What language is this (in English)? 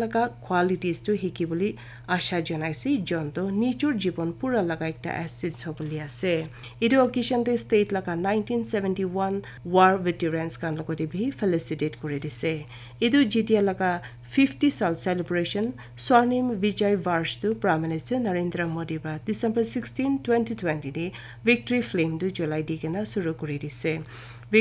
Naga Pidgin